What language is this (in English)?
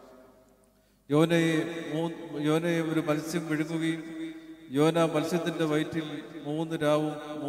Malayalam